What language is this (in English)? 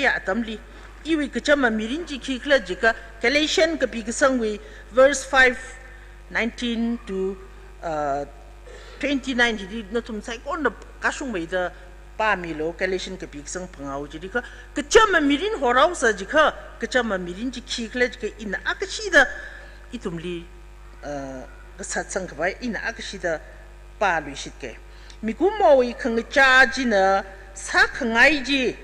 Tangkhul Naga (India)